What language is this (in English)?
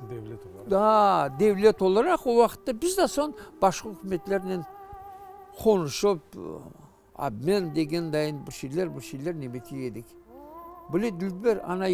Crimean Tatar